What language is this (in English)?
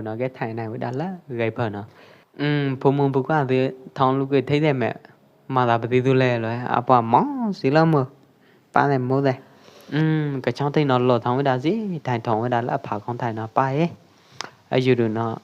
Pwo Eastern Karen